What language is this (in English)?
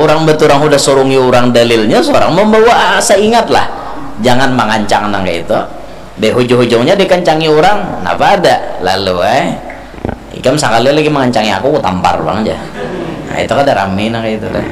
Banjar